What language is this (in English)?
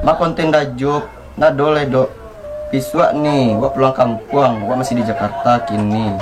Minangkabau